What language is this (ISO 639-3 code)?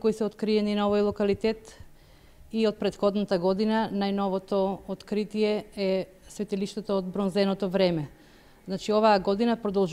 mkd